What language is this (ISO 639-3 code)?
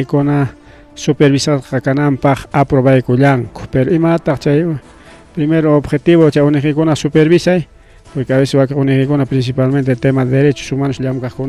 quy